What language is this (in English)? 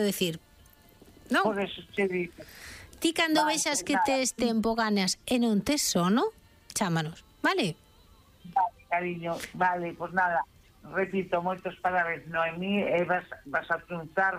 Galician